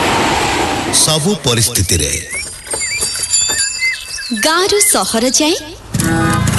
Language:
Odia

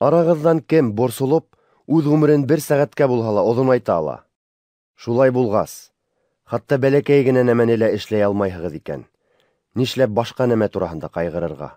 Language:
Bashkir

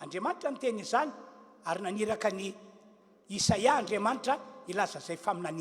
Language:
Malagasy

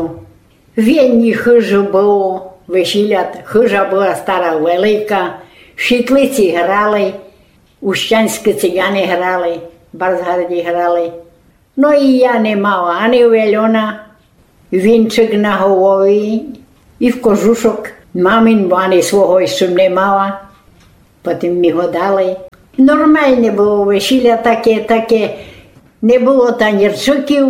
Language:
Rusyn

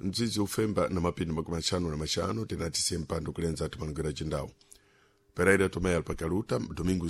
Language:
Sena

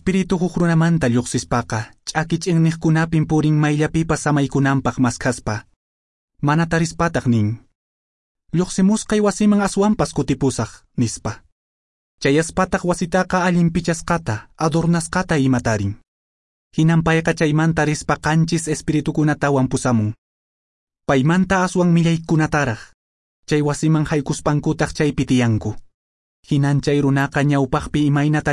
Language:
Quechua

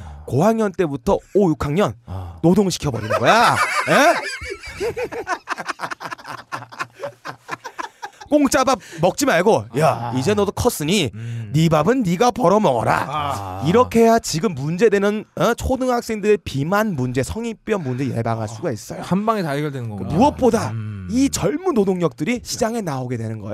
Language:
Korean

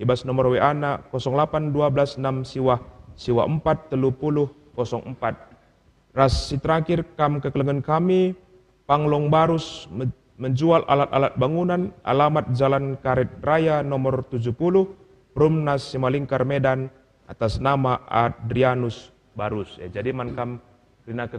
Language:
Batak Karo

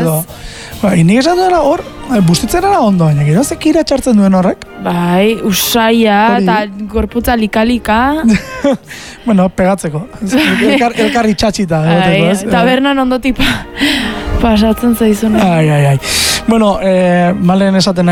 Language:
Basque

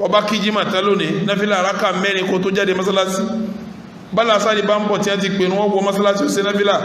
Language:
Yoruba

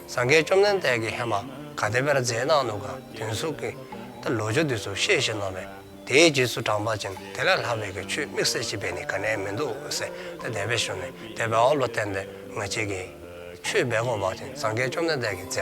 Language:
Dzongkha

